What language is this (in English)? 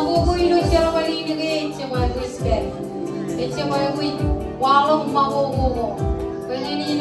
Marshallese